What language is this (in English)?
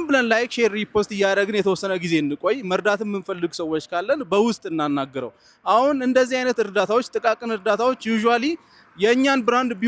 Amharic